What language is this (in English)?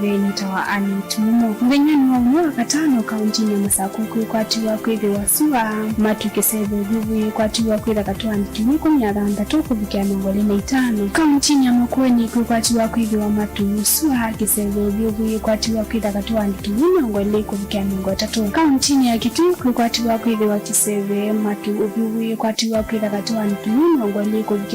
Kamba